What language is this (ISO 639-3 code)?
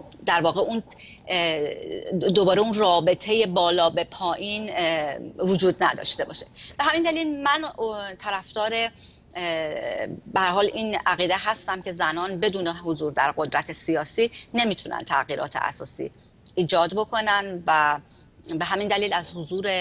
fas